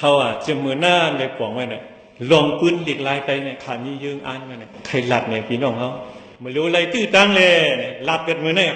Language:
Shan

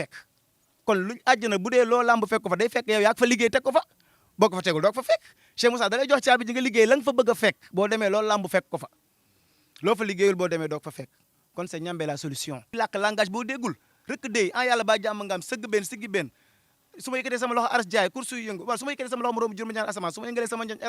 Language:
Wolof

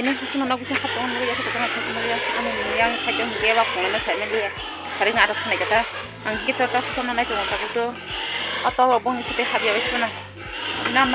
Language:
Kok Borok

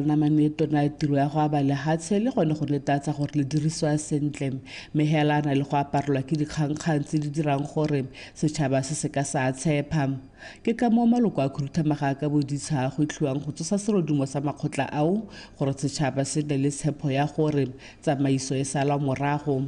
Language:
Tswana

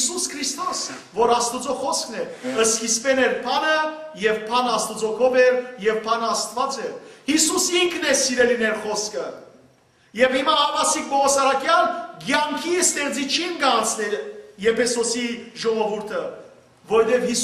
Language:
Western Armenian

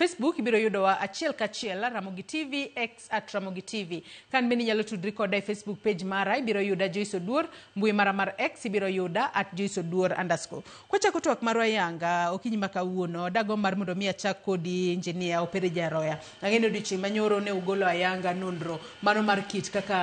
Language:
Luo (Kenya and Tanzania)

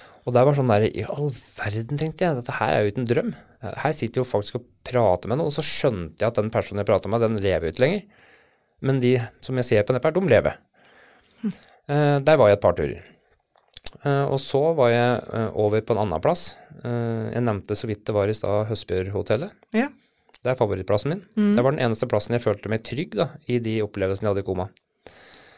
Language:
Norwegian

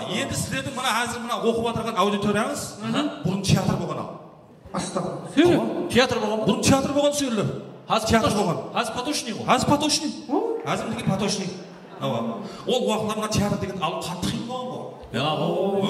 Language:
Kara-Kalpak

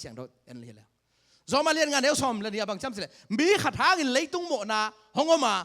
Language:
Tedim Chin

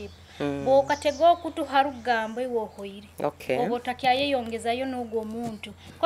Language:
Nyoro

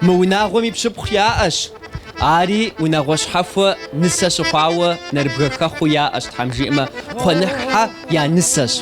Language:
Kabardian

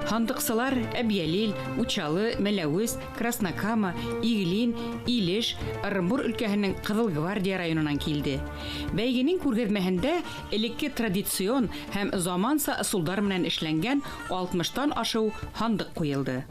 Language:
Bashkir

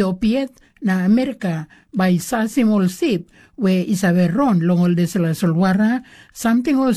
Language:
Tok Pisin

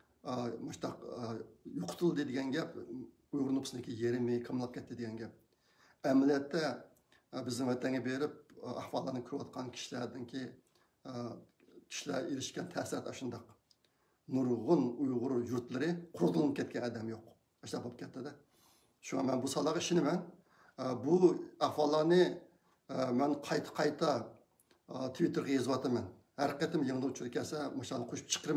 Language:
Uyghur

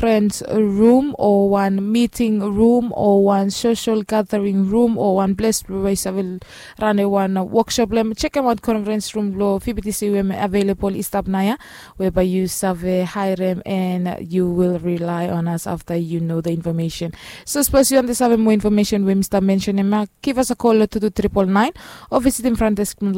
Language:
Bislama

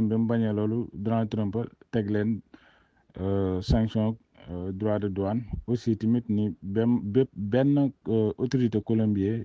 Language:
Wolof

